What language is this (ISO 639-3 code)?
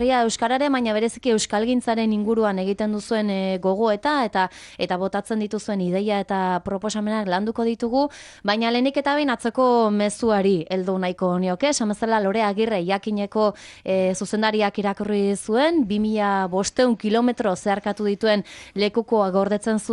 eus